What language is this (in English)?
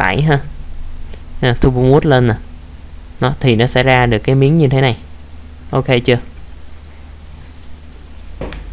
Vietnamese